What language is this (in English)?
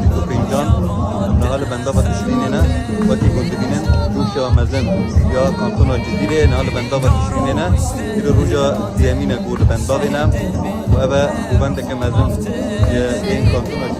Kurdish